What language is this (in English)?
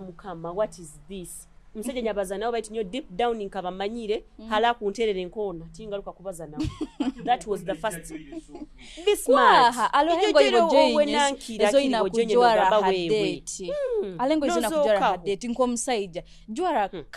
Nyoro